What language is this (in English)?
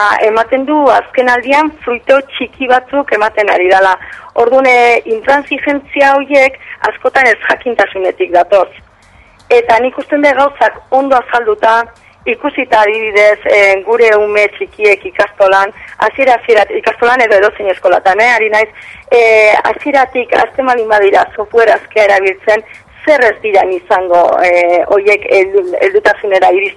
Basque